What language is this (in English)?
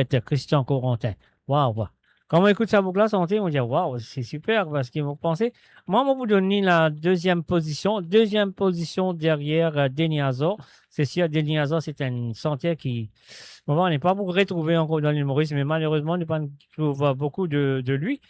Morisyen